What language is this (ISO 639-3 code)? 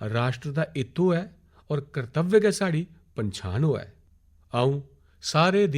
doi